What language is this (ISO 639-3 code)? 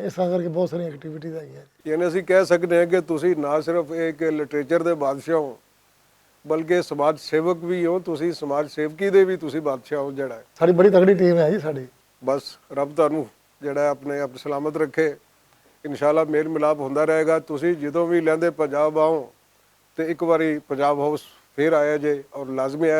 lah